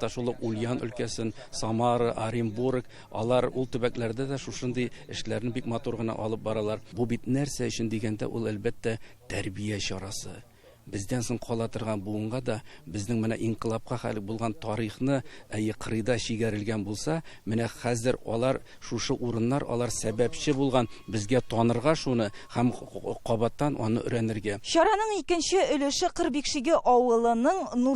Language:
Tatar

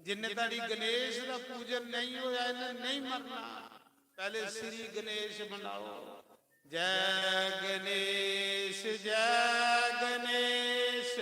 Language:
Dogri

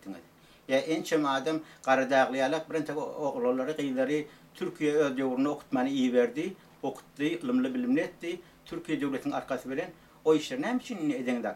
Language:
Turkmen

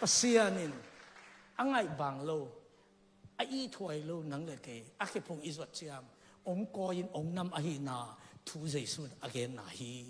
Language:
Tedim Chin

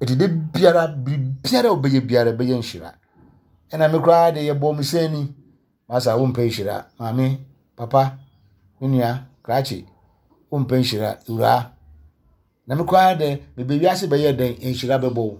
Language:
Akan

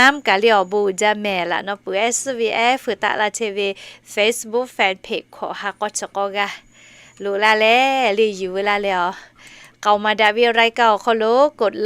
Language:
Lahu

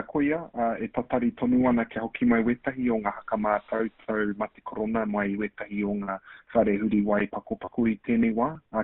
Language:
Māori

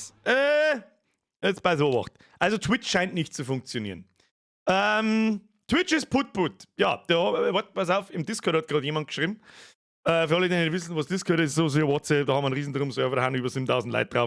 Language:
Bavarian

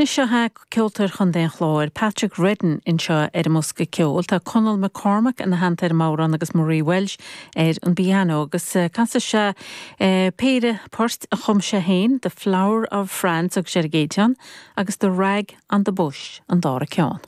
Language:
Irish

